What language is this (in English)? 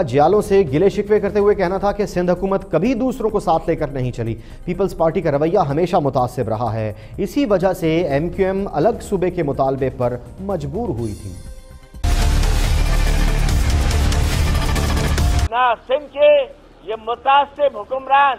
Urdu